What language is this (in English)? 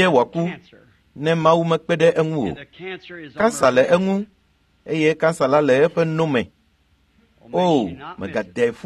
Ewe